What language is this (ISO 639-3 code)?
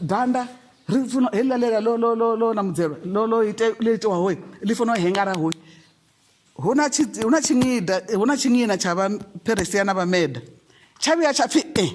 ven